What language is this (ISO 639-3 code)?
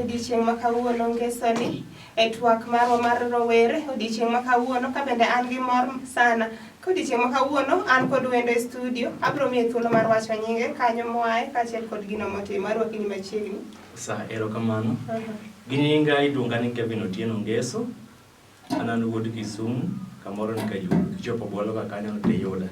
luo